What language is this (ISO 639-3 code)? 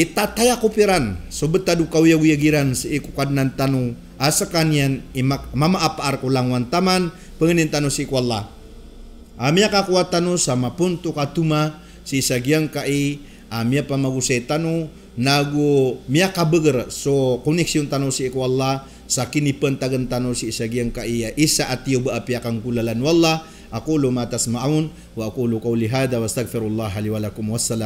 mrw